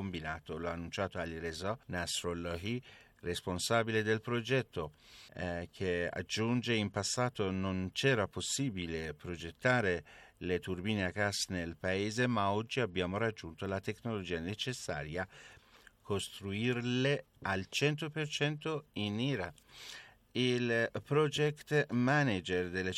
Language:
Italian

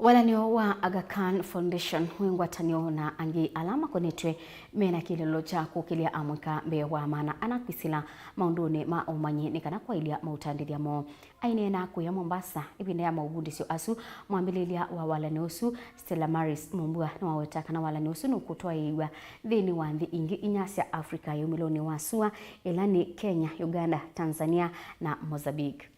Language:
Kamba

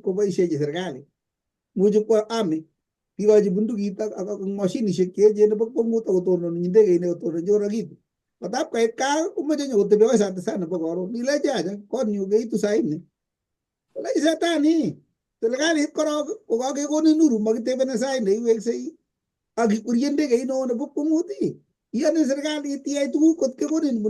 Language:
Kalenjin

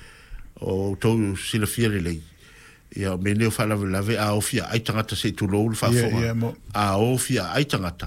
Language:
Samoan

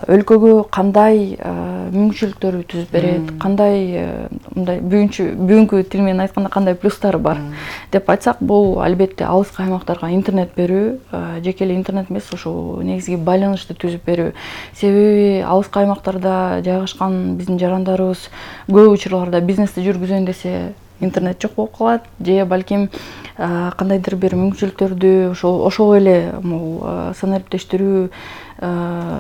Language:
Kyrgyz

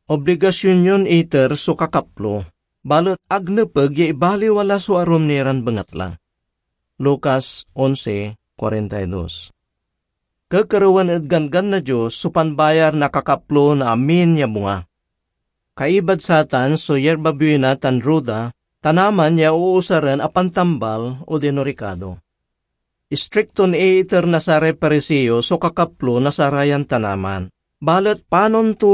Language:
Pangasinan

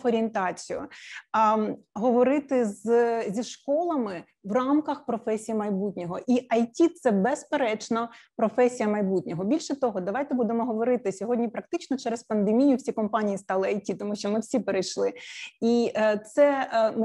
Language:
Ukrainian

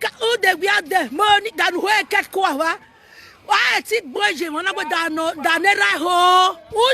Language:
Nigerian Pidgin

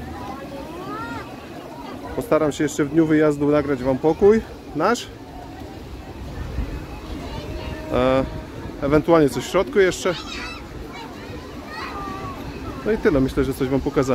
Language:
Polish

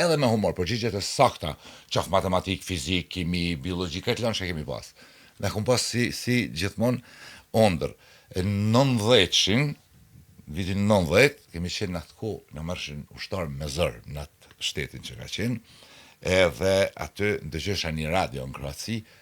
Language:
Albanian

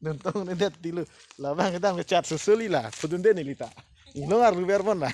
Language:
Karbi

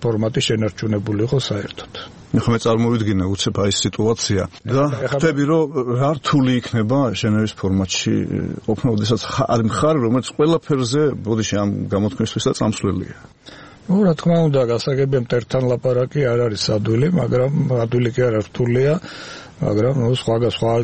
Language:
Georgian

